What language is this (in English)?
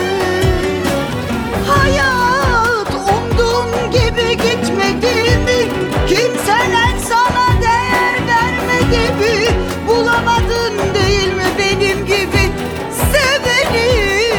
Turkish